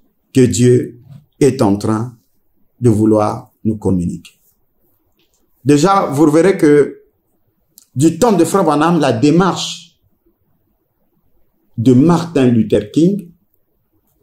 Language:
French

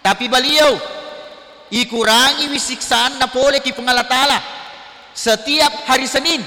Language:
Buginese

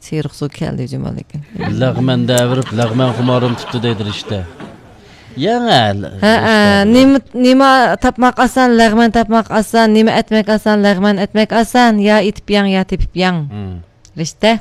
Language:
Uyghur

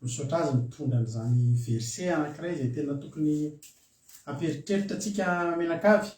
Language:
Malagasy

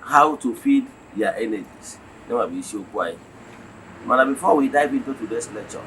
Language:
Igbo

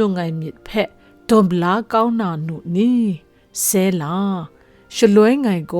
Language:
Kachin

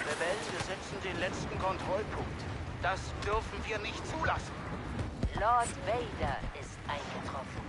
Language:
Swiss German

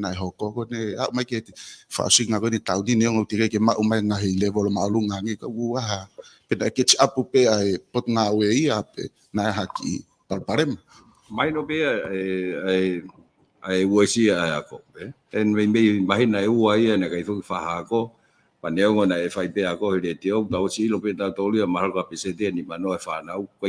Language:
Tongan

